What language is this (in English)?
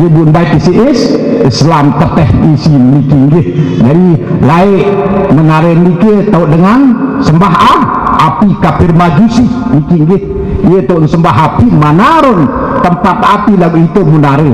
Sasak